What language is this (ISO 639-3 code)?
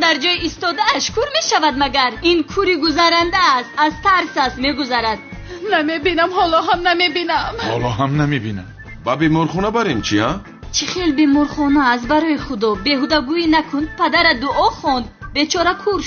tgk